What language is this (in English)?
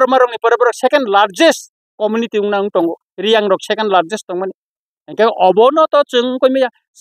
Kok Borok